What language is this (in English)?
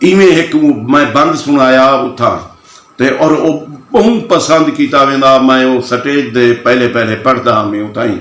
Saraiki